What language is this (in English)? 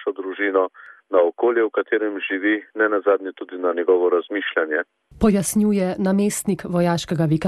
Slovenian